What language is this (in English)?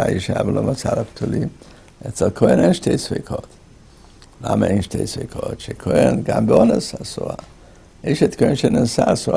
Hebrew